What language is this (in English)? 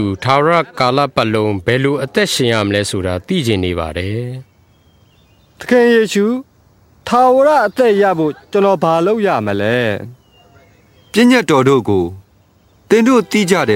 Burmese